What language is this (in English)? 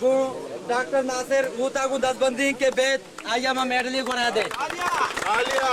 Eastern Balochi